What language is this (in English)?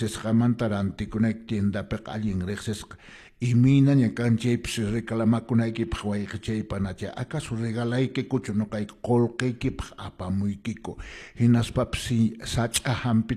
Quechua